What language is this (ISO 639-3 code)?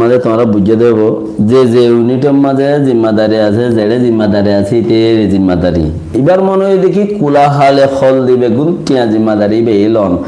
rhg